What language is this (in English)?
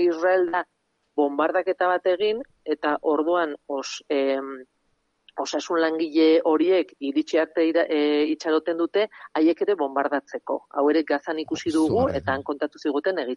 Basque